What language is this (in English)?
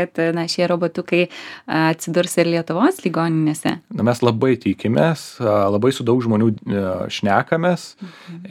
Lithuanian